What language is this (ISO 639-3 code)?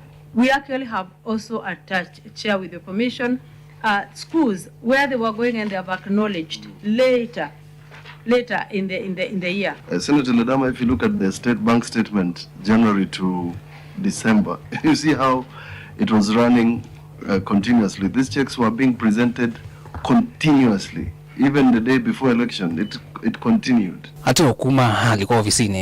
kam